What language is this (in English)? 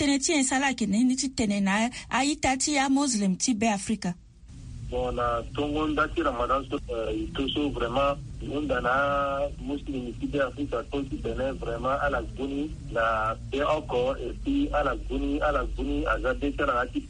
Sango